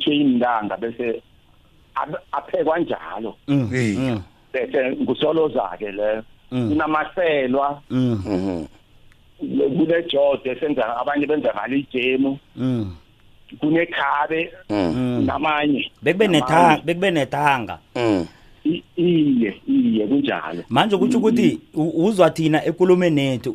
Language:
South Ndebele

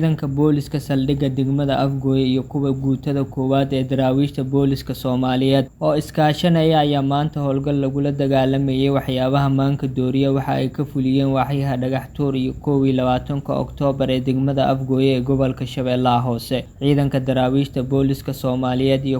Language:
Somali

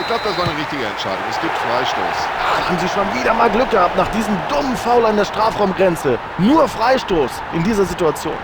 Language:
Bavarian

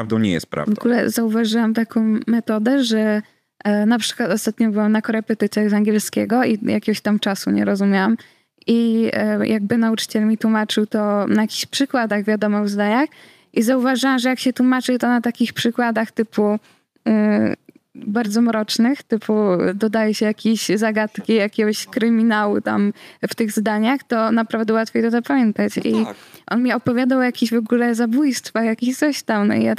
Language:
Polish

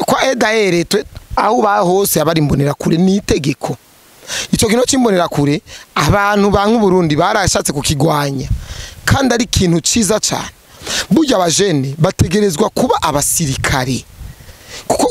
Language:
Rundi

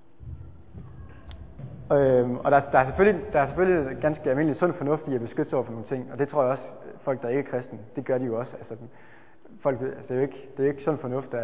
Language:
Danish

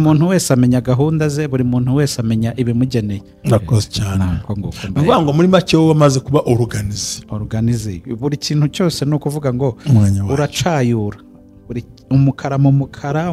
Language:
Kinyarwanda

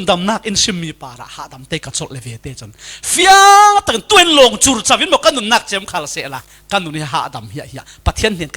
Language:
Falam Chin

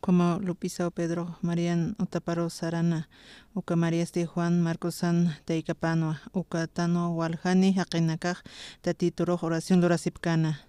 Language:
Aymara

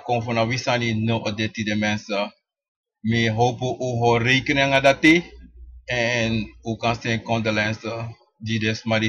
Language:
Sranan Tongo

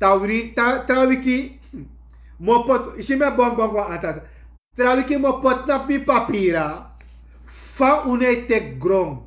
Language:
Sranan Tongo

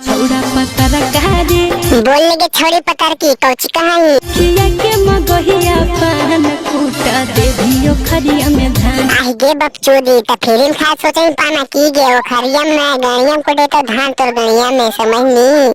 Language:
Magahi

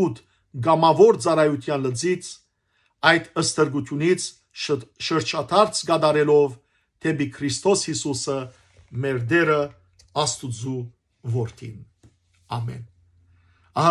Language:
Western Armenian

